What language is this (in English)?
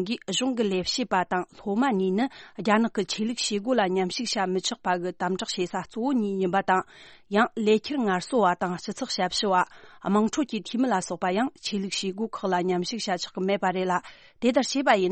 Tibetan